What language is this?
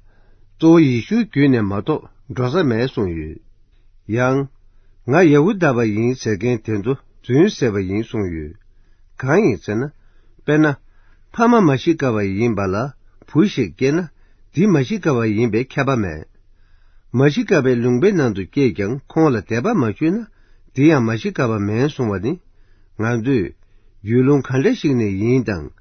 Tibetan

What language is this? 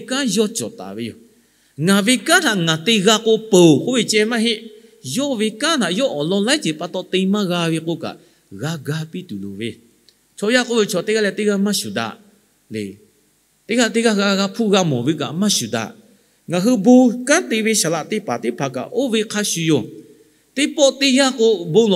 Lahu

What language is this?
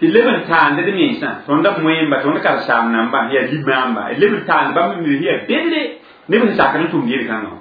Mossi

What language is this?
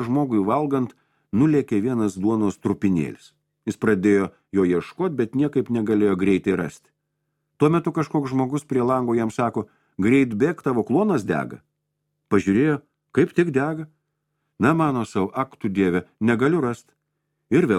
Lithuanian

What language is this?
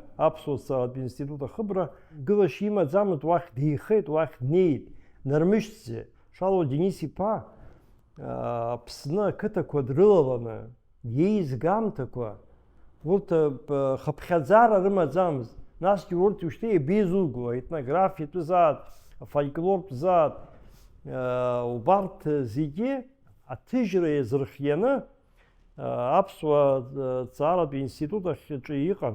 Abkhazian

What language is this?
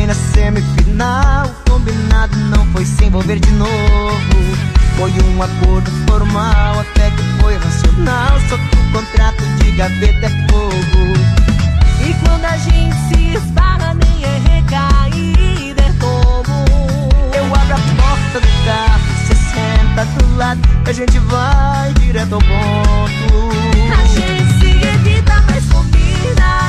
Portuguese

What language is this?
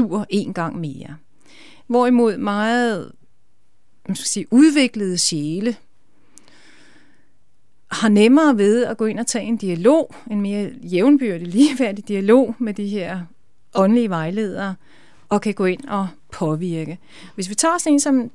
Danish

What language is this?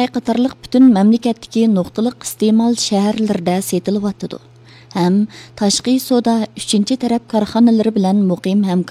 Uyghur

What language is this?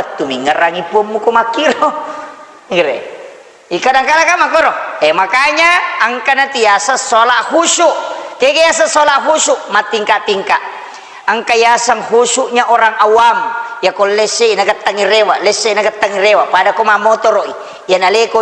Buginese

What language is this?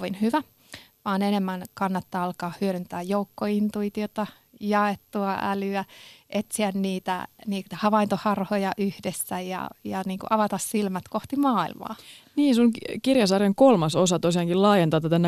Finnish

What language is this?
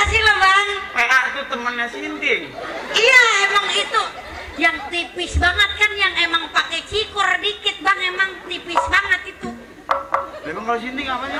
Betawi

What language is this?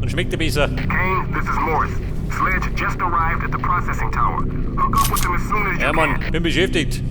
Bavarian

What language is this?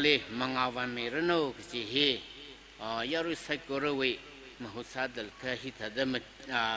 Tangkhul Naga (India)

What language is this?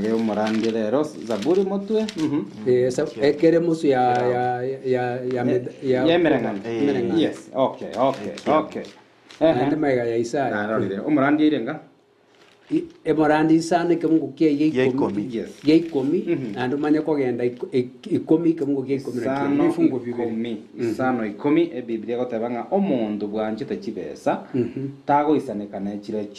Gusii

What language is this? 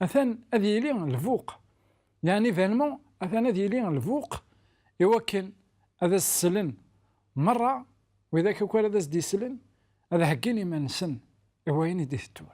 Kabyle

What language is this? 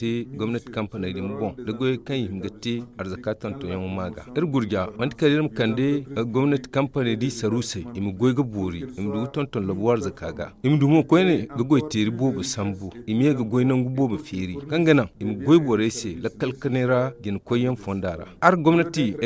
Zarma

